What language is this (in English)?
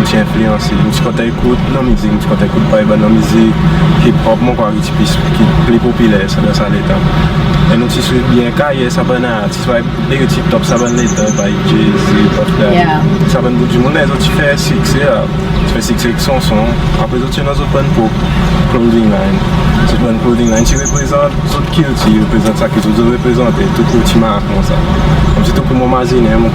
Seselwa Creole French